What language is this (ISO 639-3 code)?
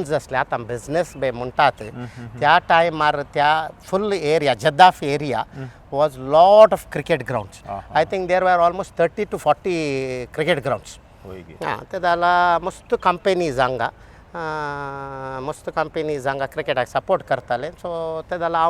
kok